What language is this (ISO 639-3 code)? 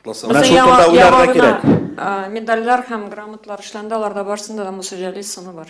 tat